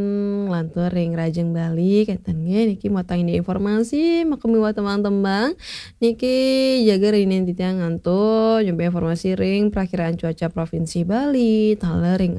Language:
Balinese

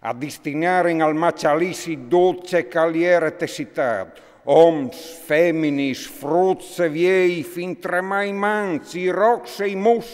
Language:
Friulian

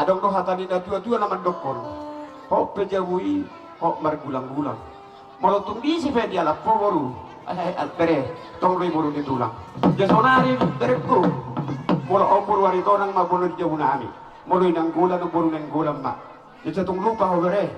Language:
Batak Toba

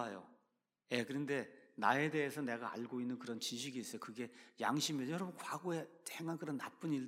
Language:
Korean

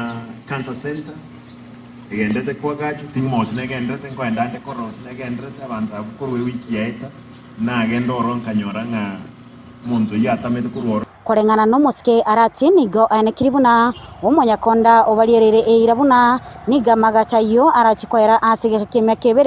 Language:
Gusii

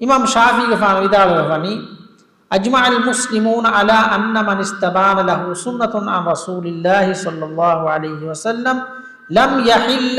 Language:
Divehi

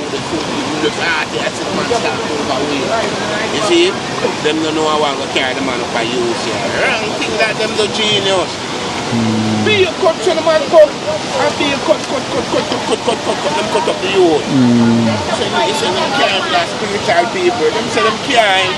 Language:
Jamaican Creole English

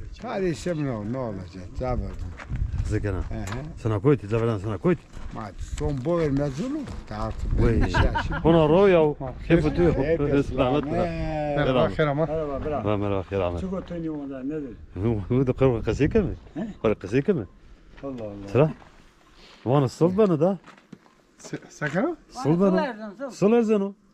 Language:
Zaza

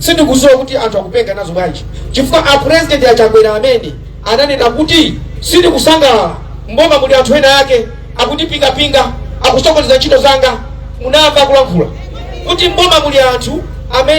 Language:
Nyanja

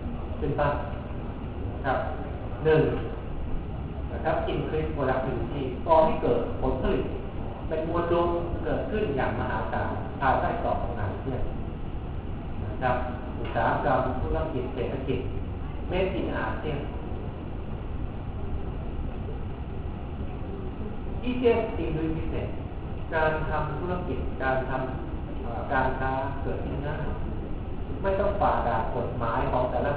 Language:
Thai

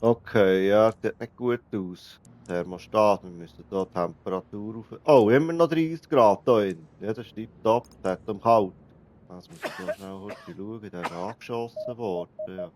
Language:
Swiss German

